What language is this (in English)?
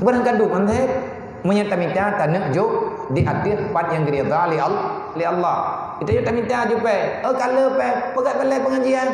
Achinese